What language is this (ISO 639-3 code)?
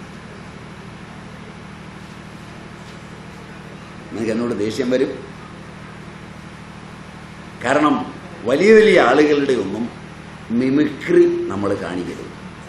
mal